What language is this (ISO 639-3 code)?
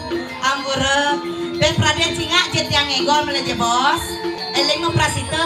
ban